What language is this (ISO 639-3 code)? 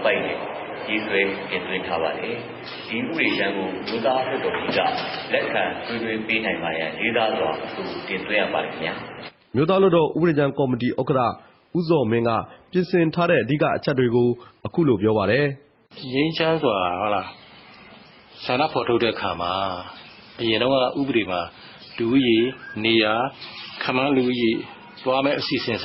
mya